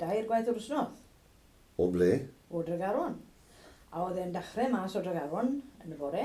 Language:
Welsh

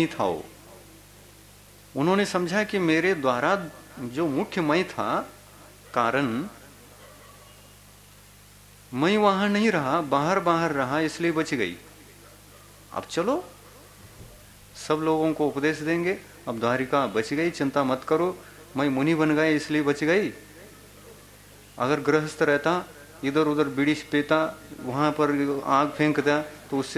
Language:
Hindi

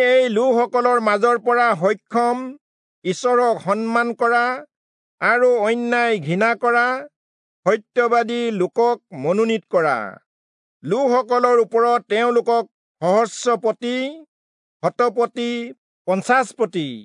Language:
Assamese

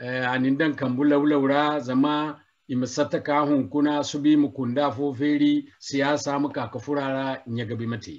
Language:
Zarma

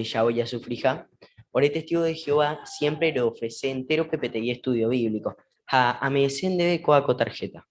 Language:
Guarani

